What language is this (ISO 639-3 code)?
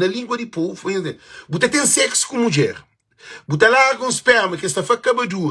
kea